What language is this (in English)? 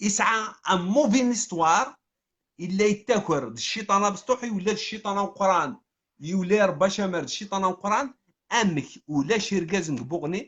Kabyle